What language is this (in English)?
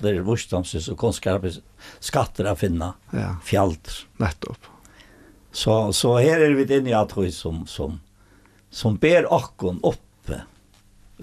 Faroese